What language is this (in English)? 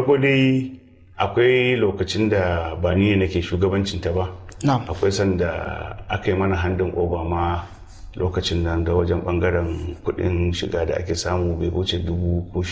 Hausa